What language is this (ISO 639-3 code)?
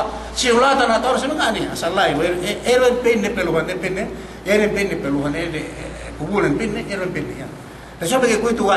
yka